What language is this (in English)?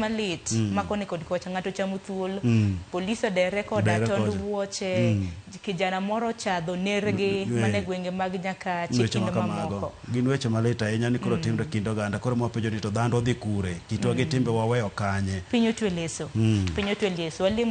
Luo (Kenya and Tanzania)